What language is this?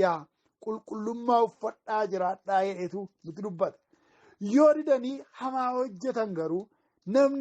Oromo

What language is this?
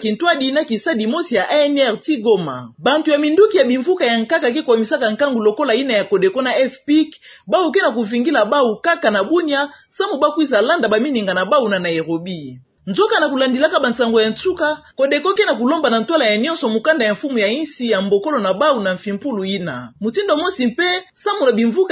Kituba (Democratic Republic of Congo)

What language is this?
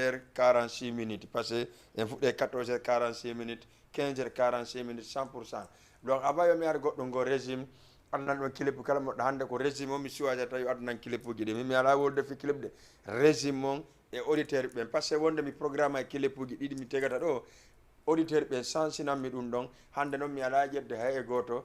Fula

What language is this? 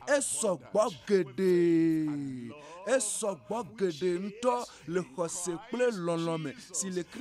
Ewe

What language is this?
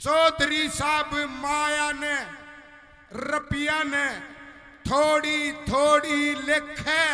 Haryanvi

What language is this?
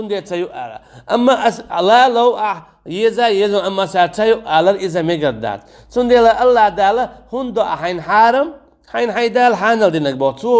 Chechen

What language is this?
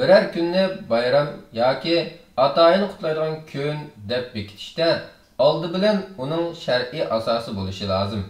Uyghur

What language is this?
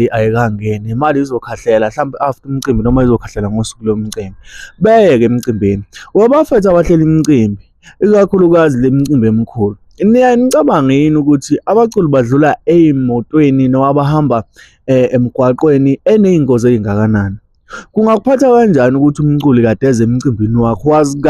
Zulu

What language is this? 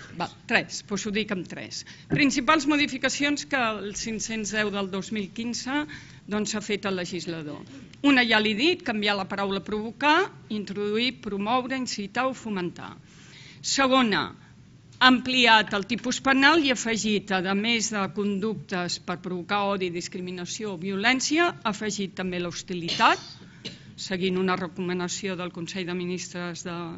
Catalan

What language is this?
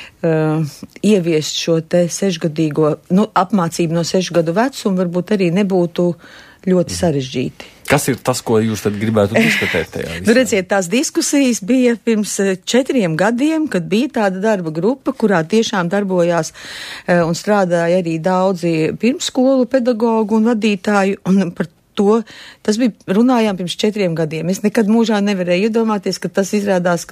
Latvian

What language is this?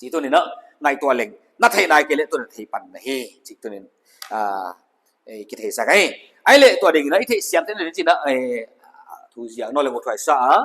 Paite Chin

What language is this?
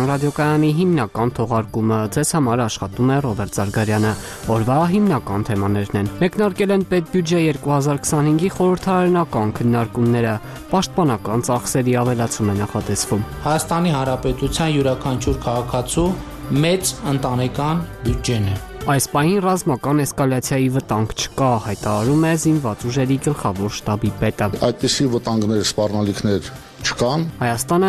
Armenian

